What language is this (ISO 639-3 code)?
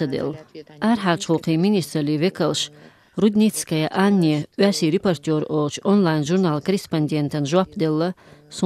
che